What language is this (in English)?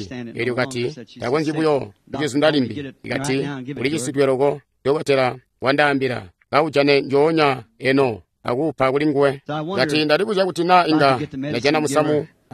Tonga (Zambia)